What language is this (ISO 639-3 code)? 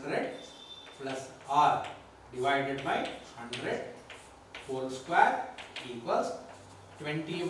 kan